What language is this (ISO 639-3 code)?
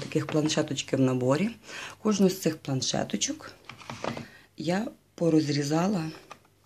ukr